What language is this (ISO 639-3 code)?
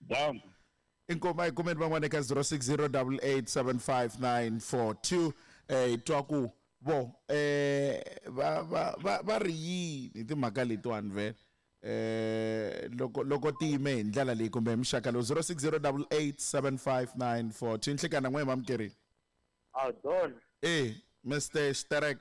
tso